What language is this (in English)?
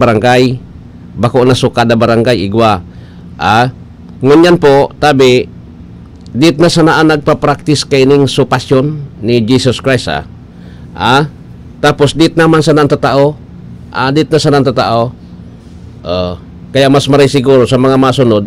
Bikol